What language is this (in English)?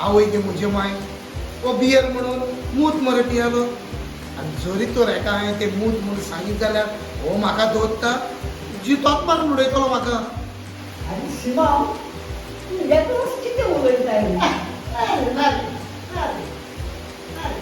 Konkani